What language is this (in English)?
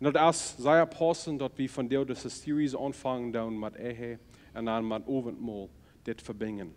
Plautdietsch